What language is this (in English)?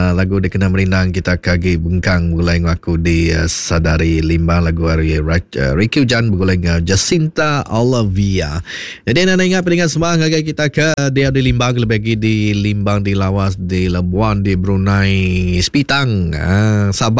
Iban